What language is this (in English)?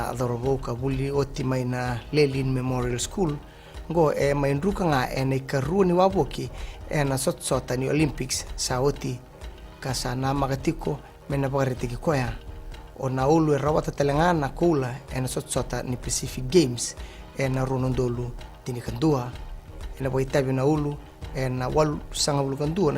Fijian